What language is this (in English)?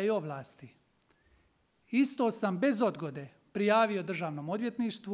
Croatian